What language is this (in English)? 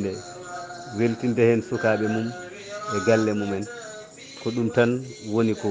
Fula